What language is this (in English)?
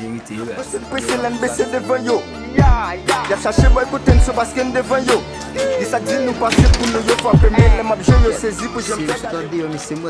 Haitian Creole